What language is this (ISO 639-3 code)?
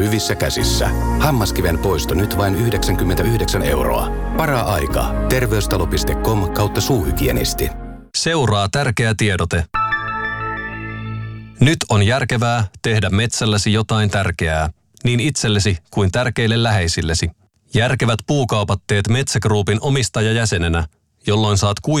fin